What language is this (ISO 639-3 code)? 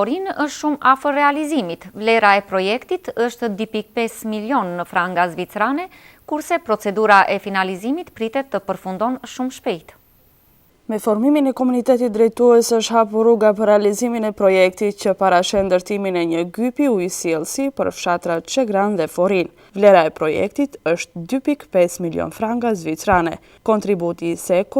sqi